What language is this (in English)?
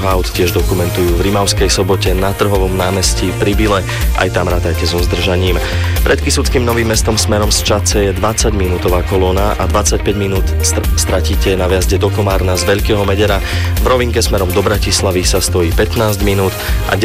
Slovak